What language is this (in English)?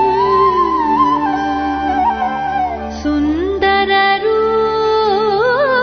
Telugu